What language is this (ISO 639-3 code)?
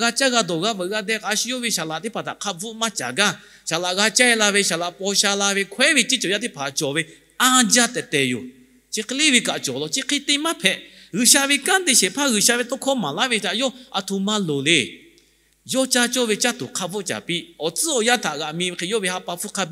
lhu